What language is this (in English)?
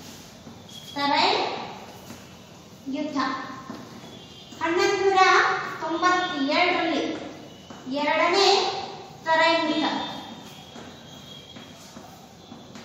Kannada